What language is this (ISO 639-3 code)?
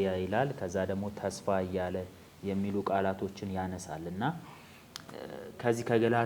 amh